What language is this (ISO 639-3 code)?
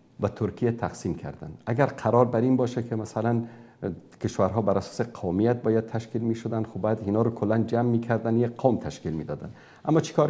fas